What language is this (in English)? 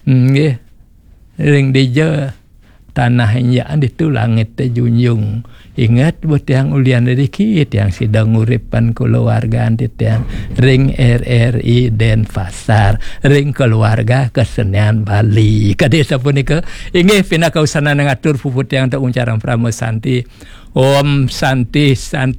Balinese